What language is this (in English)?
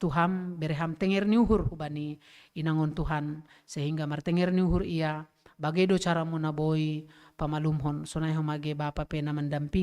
Batak Simalungun